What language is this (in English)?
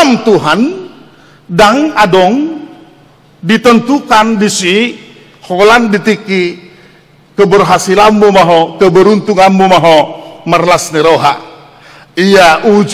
Batak Toba